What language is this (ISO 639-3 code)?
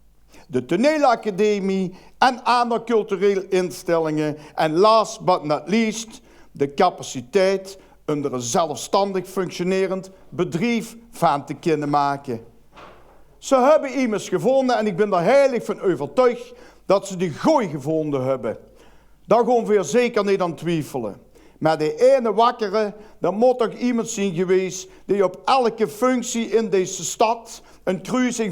lim